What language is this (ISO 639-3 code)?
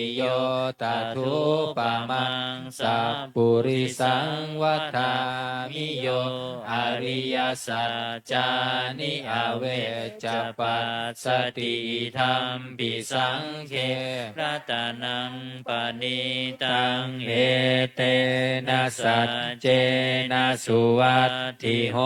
pli